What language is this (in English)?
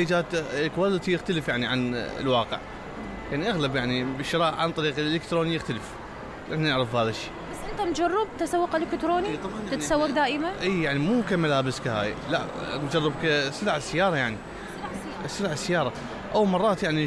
Mesopotamian Arabic